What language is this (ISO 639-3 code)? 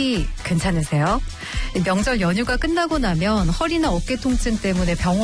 kor